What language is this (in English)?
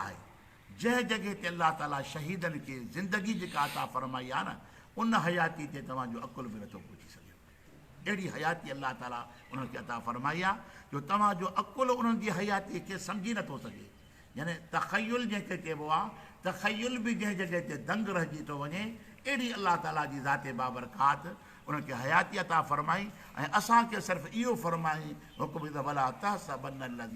Sindhi